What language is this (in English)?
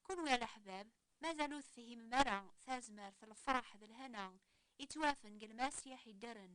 Kabyle